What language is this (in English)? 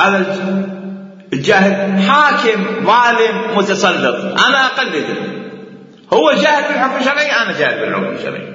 Mesopotamian Arabic